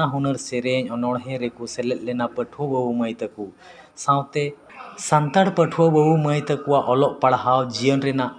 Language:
Santali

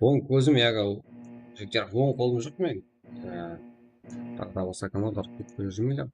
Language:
Kara-Kalpak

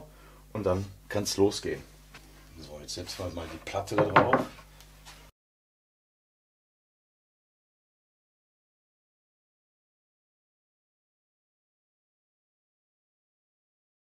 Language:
German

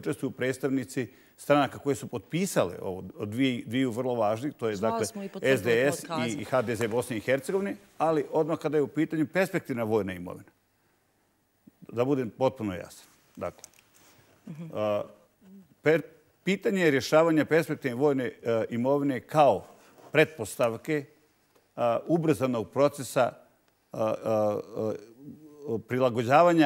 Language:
Bosnian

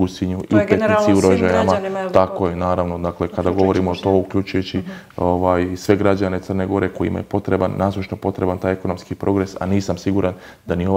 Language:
Bosnian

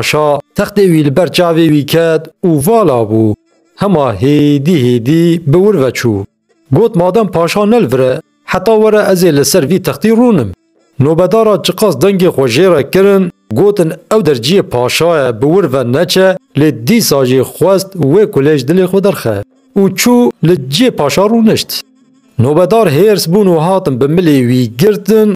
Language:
Kurdish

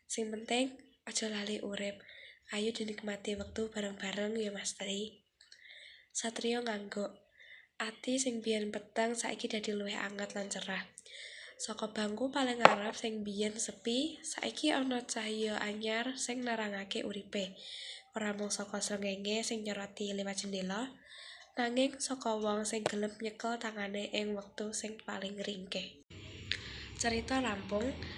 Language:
Javanese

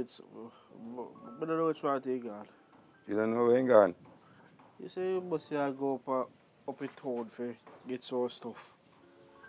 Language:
Jamaican Creole English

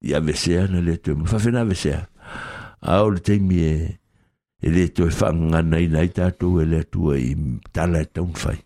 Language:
Samoan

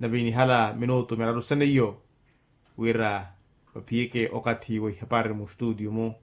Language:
Makhuwa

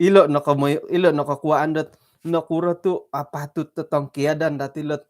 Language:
Central Dusun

